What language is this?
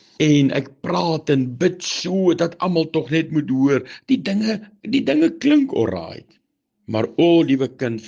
Afrikaans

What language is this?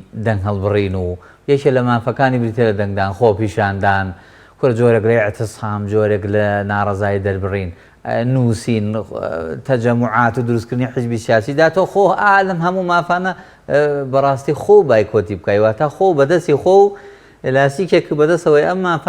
Central Kurdish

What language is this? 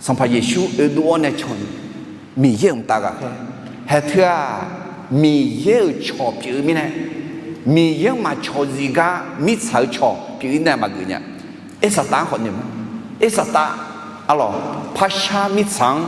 Akha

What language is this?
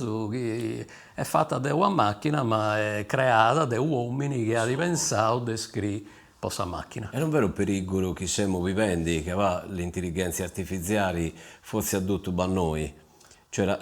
Sardinian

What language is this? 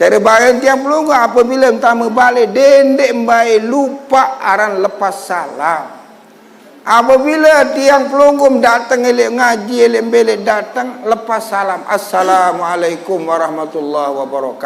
Sasak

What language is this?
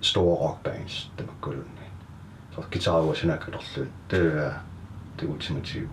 Kalaallisut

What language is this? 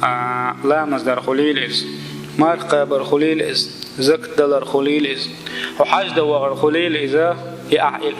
Chechen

